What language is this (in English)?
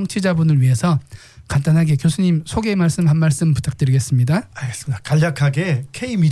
Korean